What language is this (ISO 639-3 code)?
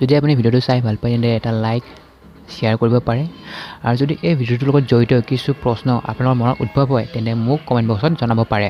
asm